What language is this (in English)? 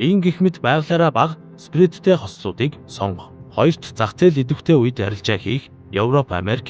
Mongolian